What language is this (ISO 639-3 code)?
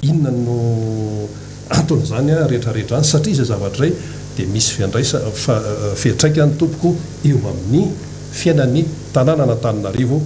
mlg